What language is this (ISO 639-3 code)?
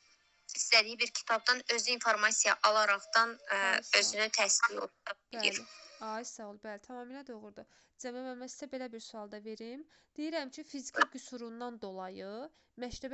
aze